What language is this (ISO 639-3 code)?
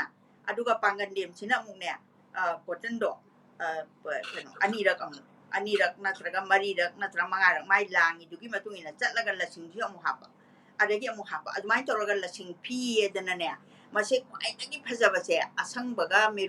mni